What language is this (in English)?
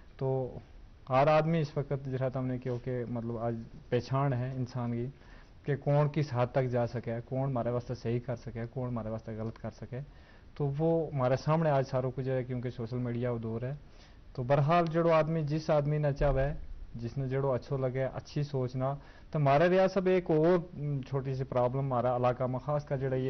Gujari